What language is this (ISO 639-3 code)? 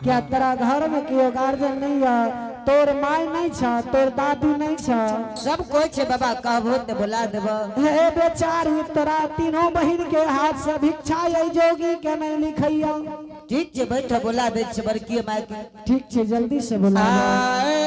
anp